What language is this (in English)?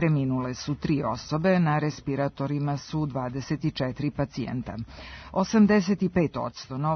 Serbian